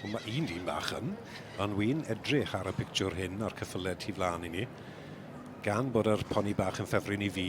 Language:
Welsh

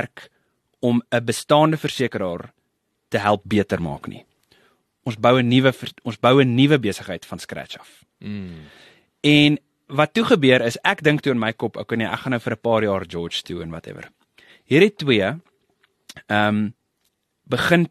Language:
Afrikaans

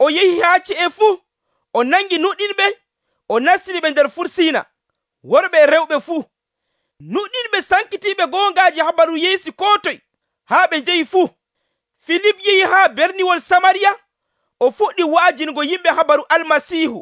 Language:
Nigerian Fulfulde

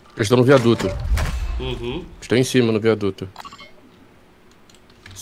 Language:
Portuguese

